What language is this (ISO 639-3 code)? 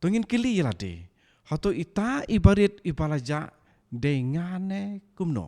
kha